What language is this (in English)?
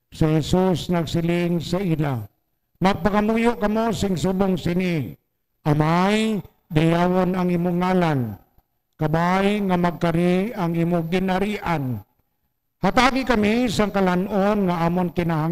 Hiligaynon